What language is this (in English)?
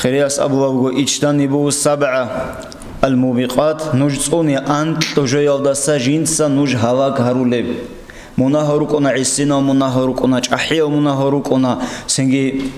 Avaric